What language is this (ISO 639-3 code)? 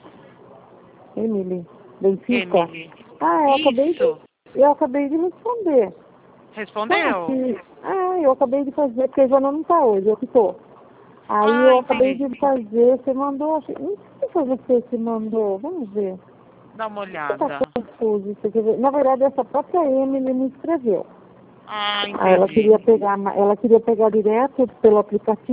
por